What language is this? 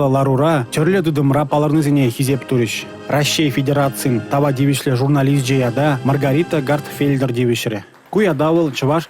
Chuvash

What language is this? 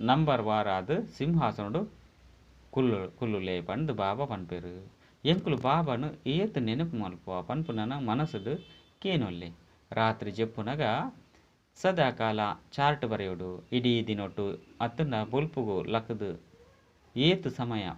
Tulu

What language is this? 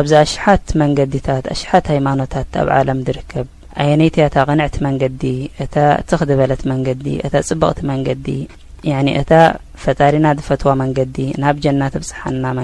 Tigrinya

